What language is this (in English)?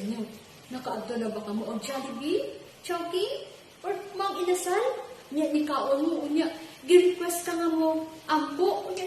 Cebuano